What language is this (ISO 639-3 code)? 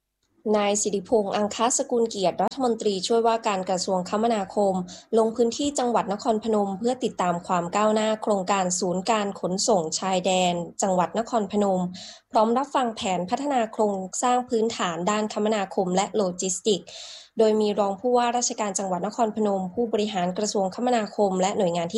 tha